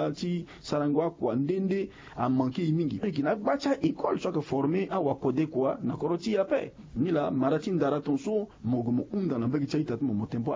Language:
Sango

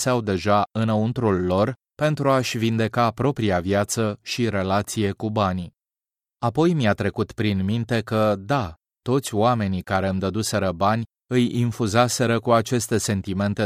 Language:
Romanian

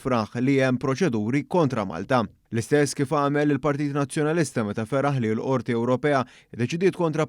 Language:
Maltese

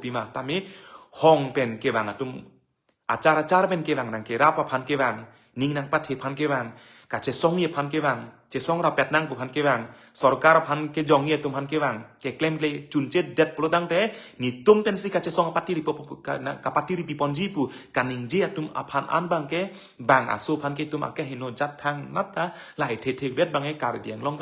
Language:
Karbi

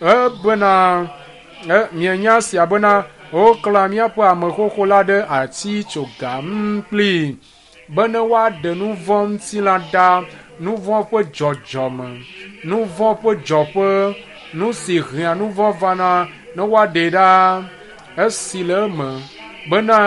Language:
Ewe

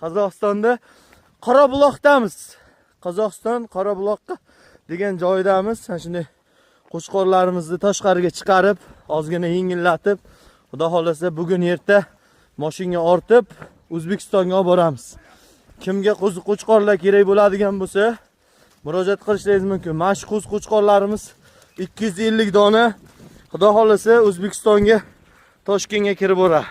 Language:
Uzbek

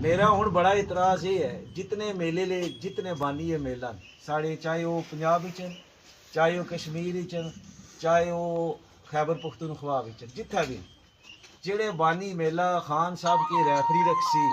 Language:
Pahari-Potwari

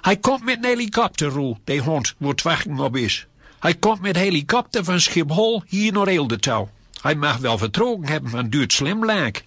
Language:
Gronings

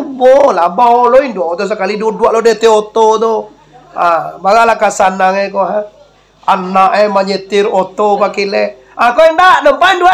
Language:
Minangkabau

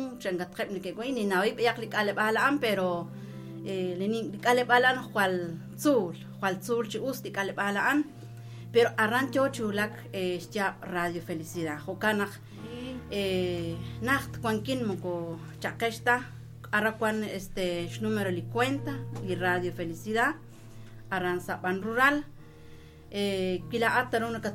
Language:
Kekchí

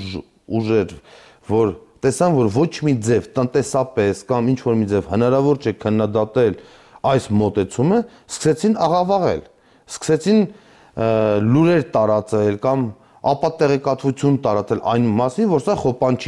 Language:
Armenian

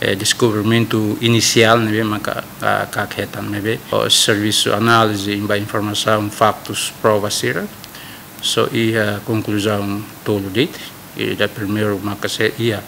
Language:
Tetum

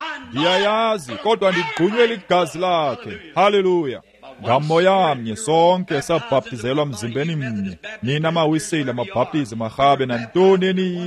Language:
Xhosa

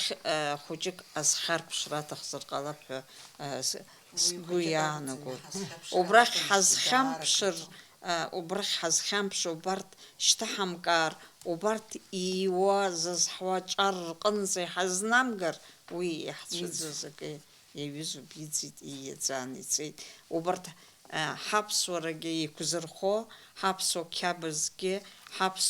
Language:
Abkhazian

